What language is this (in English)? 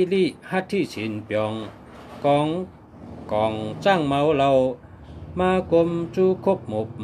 Shan